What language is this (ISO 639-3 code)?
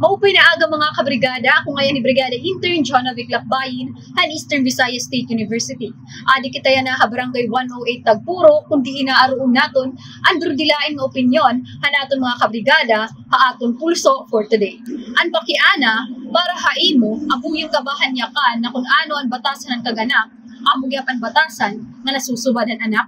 war